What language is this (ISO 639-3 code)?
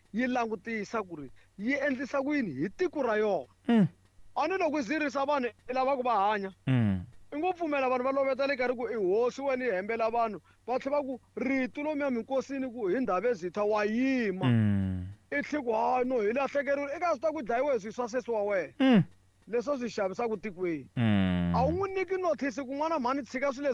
tso